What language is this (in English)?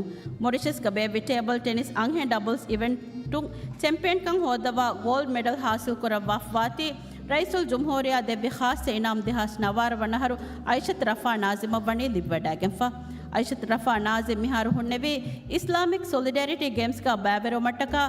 Divehi